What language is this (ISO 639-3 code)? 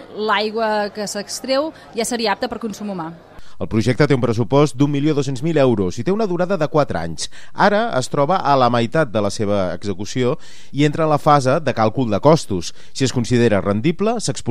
cat